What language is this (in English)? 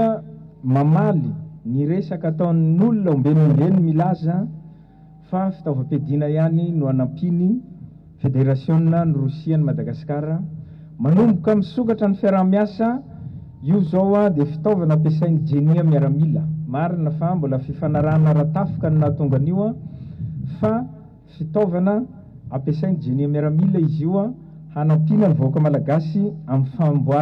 Malagasy